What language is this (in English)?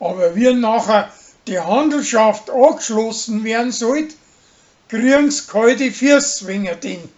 Bavarian